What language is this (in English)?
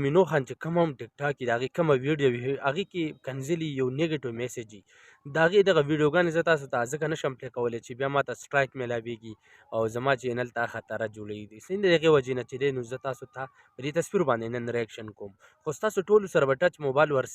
Pashto